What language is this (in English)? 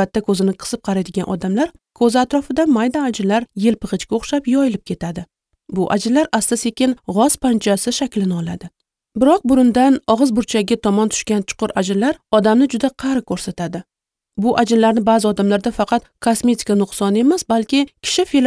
Uzbek